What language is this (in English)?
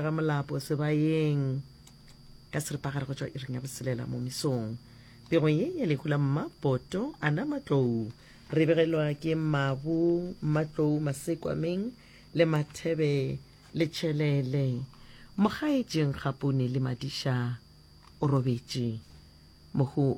Northern Sotho